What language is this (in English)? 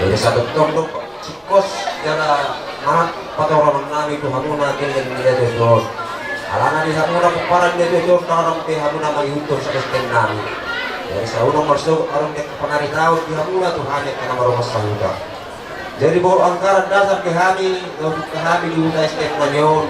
Batak Toba